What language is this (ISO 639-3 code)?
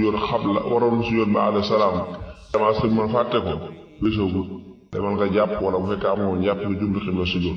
wol